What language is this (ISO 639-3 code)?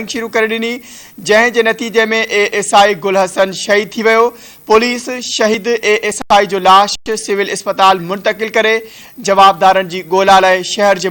snd